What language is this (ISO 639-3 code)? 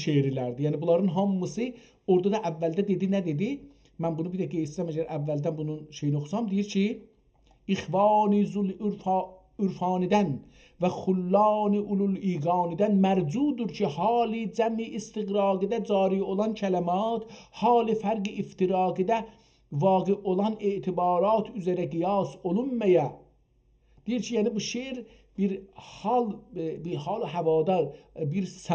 azb